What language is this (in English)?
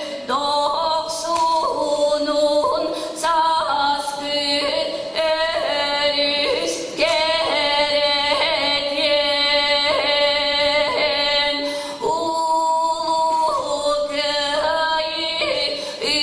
Yakut